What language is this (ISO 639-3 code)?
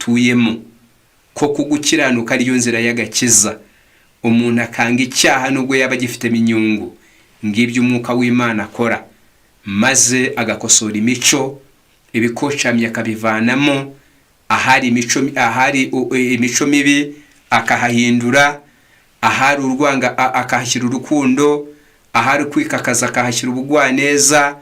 kin